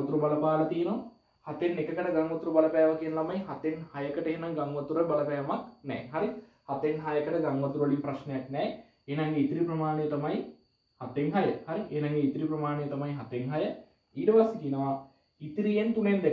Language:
Sinhala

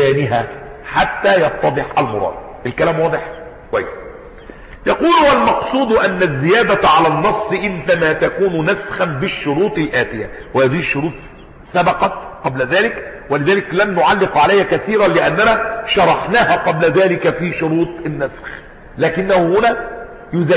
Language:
Arabic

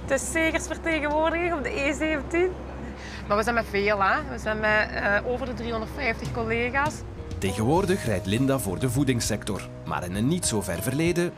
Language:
Dutch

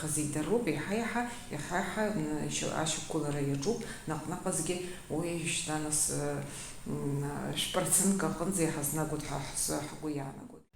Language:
Abkhazian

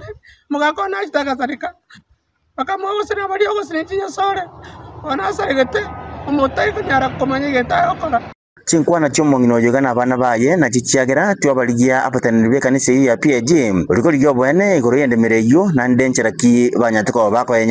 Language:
Gusii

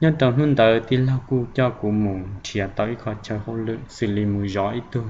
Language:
Hmong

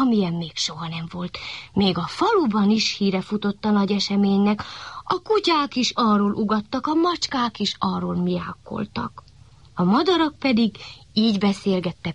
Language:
Hungarian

